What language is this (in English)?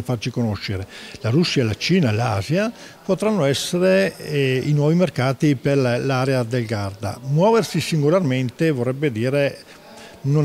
Italian